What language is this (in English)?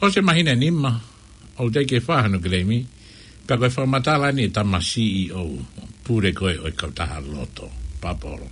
Tongan